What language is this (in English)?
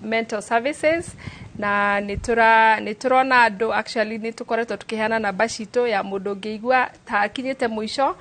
Kikuyu